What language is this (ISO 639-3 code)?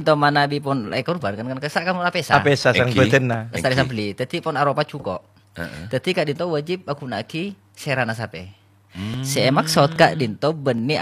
mad